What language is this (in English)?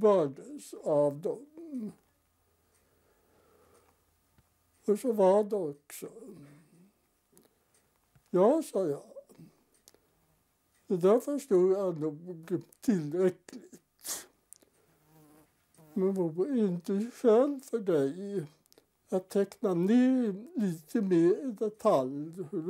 Swedish